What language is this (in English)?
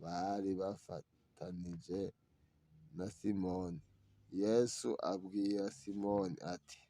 Rundi